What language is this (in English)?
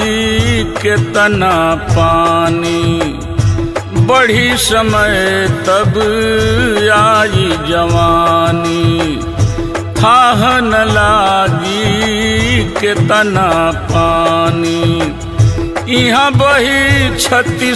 Bhojpuri